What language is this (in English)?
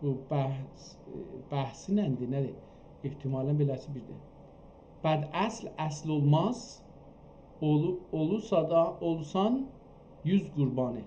South Azerbaijani